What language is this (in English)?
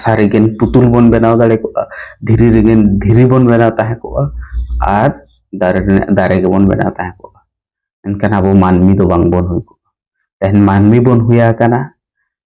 Santali